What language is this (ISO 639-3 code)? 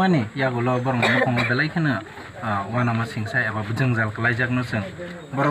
trp